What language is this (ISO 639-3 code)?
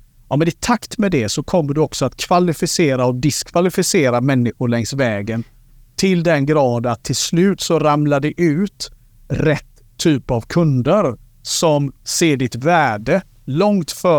swe